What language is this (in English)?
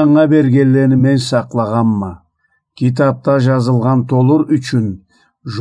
Karachay-Balkar